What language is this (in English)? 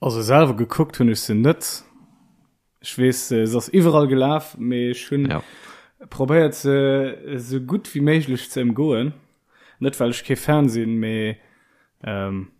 Luxembourgish